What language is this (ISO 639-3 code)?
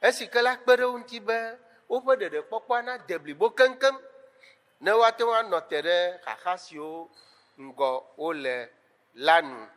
ewe